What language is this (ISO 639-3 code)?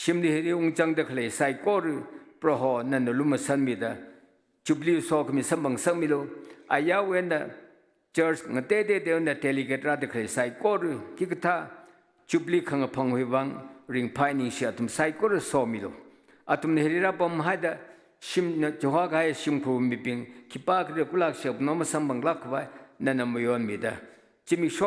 nmf